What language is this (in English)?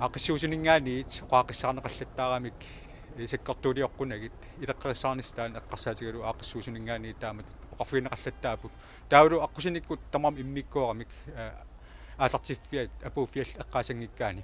Kalaallisut